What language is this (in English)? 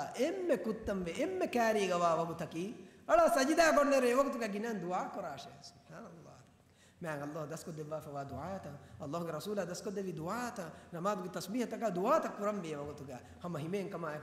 Divehi